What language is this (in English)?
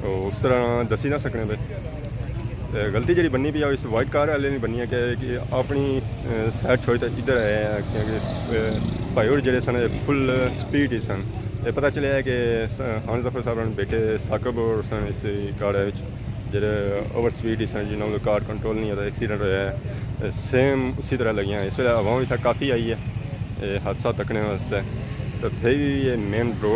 Pahari-Potwari